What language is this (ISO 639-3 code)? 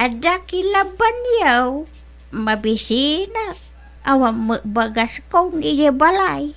ilo